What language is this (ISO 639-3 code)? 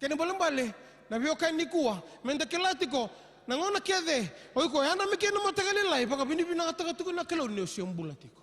fij